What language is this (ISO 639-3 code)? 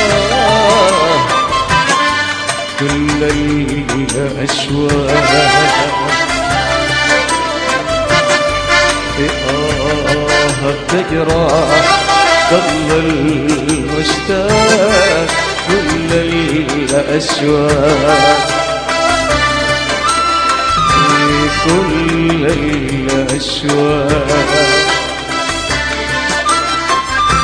ara